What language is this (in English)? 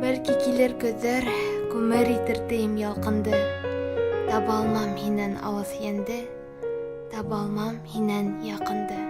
Bashkir